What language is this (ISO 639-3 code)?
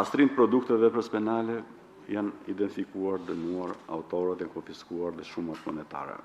sqi